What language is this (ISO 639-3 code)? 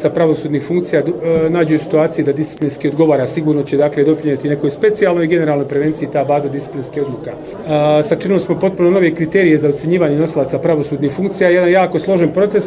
bos